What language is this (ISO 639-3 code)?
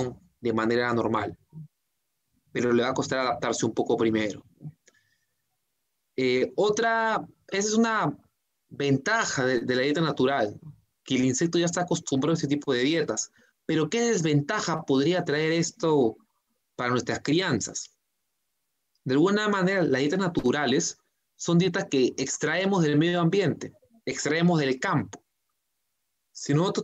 spa